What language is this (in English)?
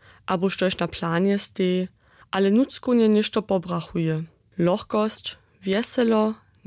Upper Sorbian